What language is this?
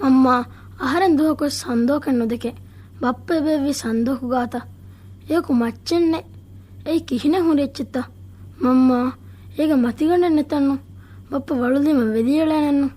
Divehi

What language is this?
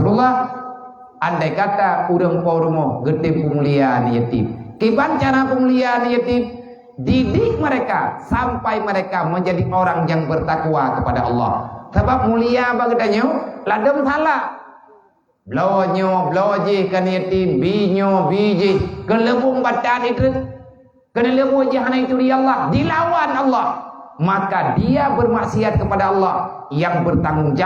Achinese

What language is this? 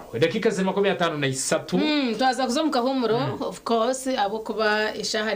Nyankole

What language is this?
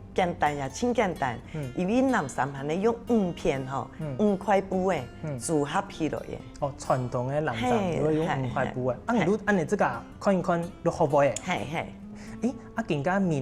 Hakka Chinese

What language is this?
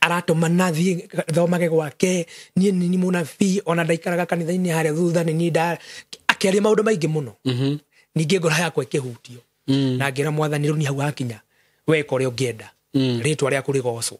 Kikuyu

